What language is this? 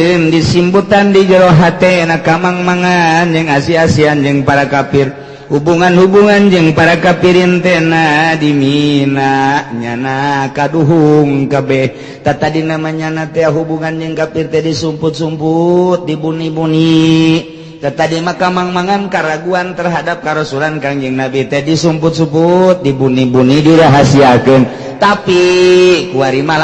Sundanese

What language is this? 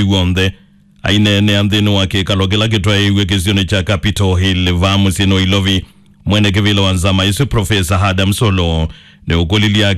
Kamba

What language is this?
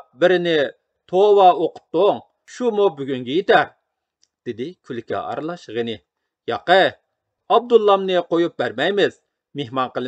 Uyghur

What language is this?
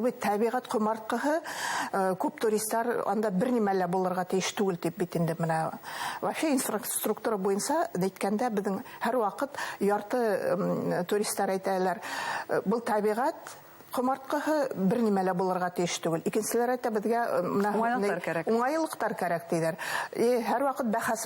Bashkir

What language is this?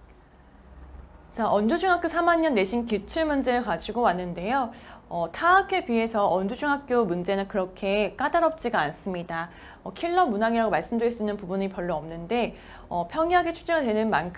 Korean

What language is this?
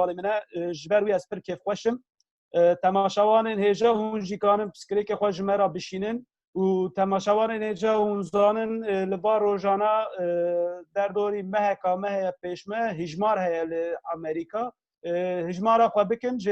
Kurdish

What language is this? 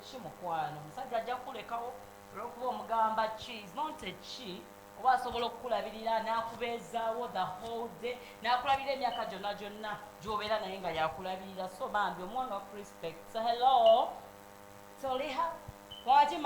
Ganda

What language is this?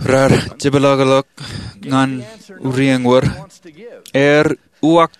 Marshallese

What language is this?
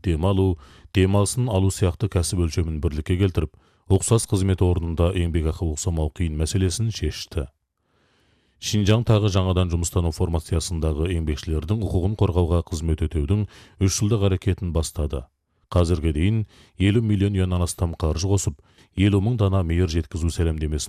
Kazakh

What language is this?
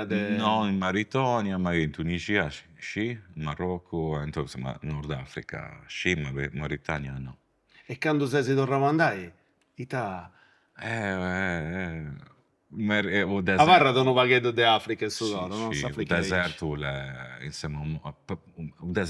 Sardinian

